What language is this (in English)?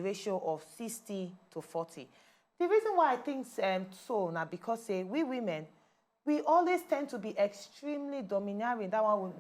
Nigerian Pidgin